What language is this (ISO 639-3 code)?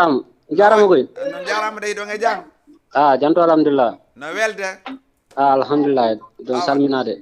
ful